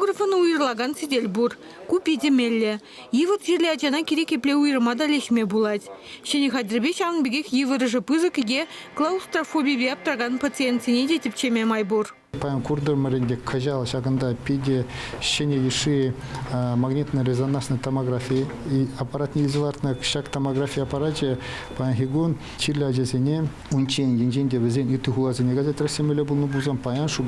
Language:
Chuvash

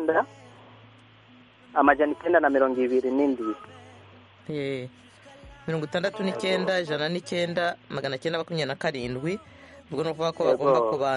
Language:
Kinyarwanda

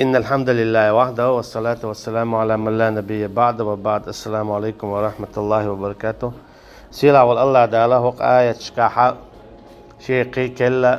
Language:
Chechen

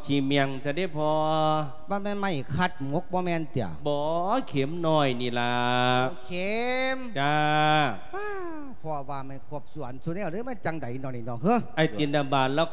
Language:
Lao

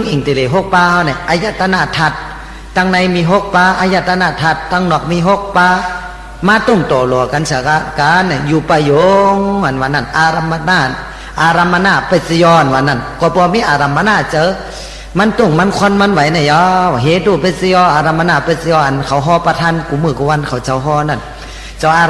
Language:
Shan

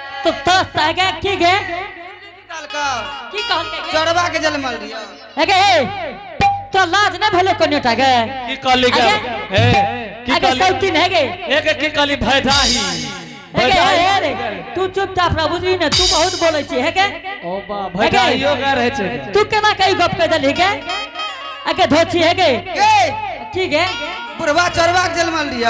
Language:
Angika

